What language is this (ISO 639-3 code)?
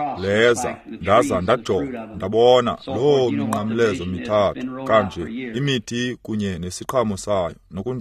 xho